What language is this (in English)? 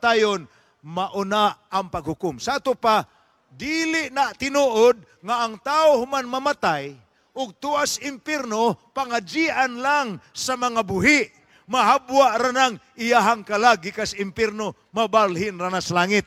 Cebuano